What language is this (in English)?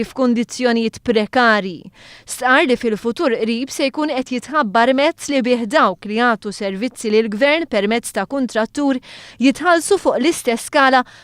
Maltese